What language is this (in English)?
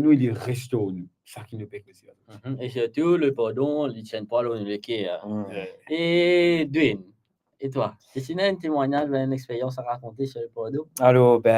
Morisyen